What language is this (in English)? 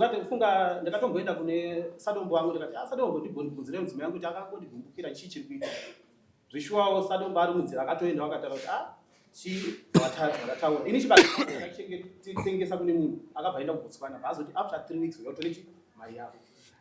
Shona